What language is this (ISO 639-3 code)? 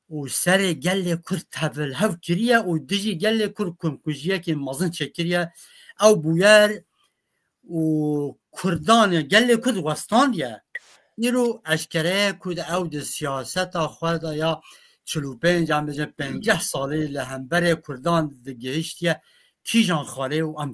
kur